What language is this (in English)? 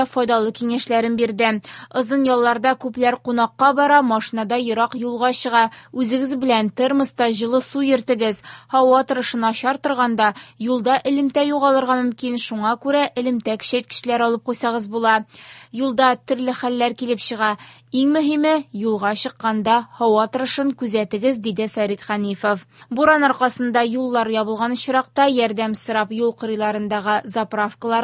Tatar